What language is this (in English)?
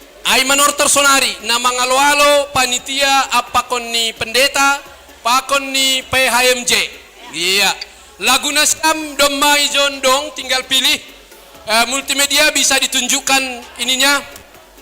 Batak Simalungun